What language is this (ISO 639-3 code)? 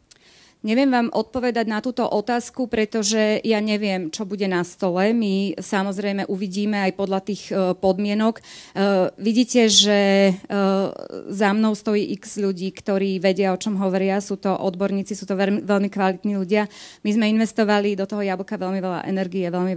slk